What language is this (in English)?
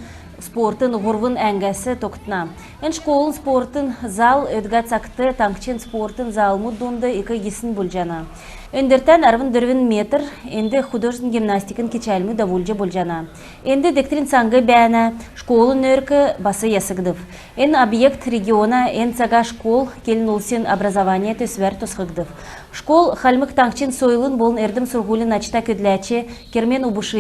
Kalmyk